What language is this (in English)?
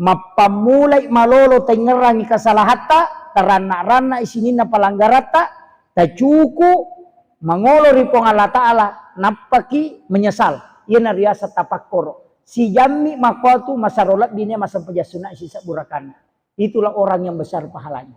Buginese